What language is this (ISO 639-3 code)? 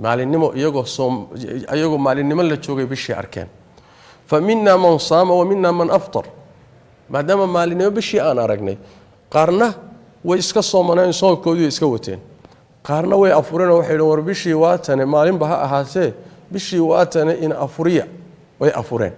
som